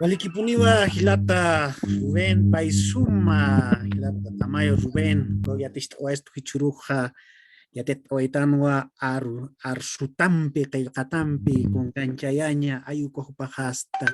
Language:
Aymara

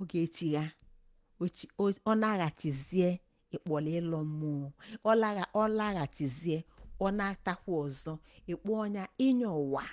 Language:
Igbo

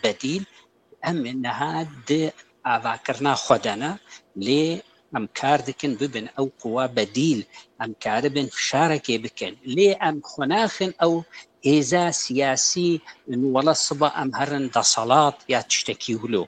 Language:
Kurdish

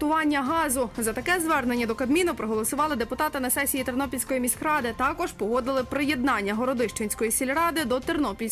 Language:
Ukrainian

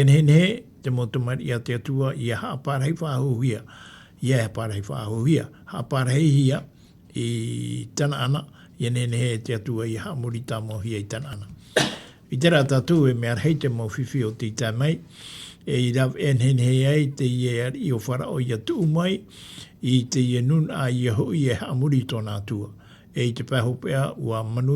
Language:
Tahitian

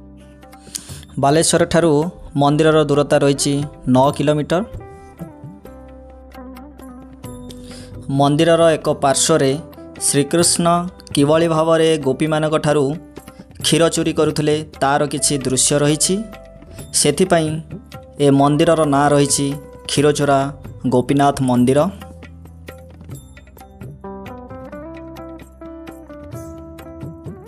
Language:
Odia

